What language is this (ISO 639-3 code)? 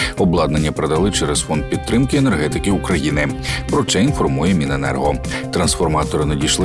ukr